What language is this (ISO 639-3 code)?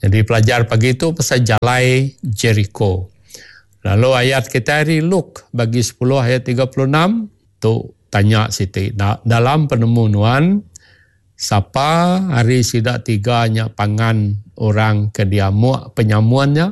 iba